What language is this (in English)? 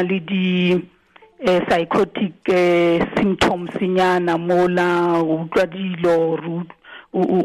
Tswana